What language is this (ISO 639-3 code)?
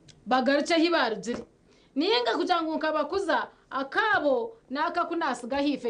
nyn